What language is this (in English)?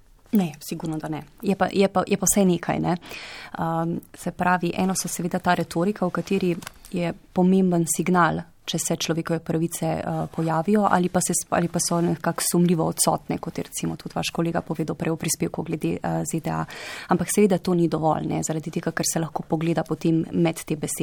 Slovenian